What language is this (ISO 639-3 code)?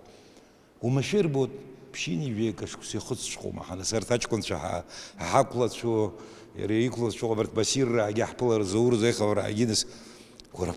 abk